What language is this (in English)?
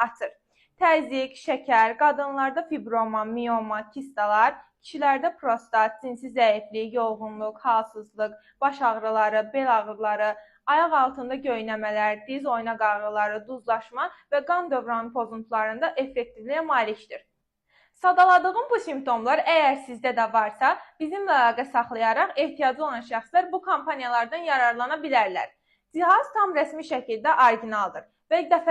Azerbaijani